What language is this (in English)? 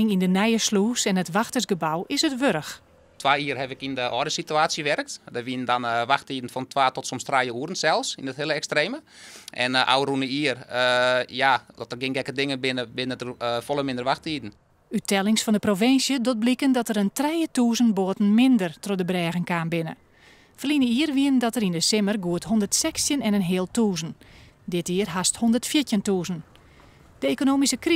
Western Frisian